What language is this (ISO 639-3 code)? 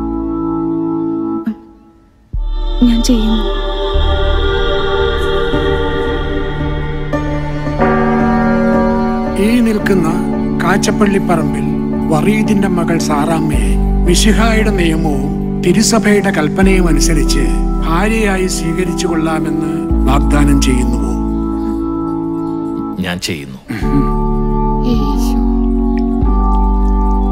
mal